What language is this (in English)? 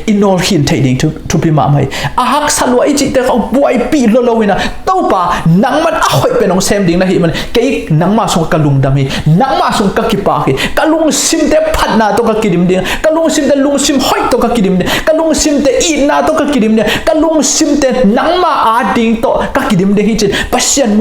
Tedim Chin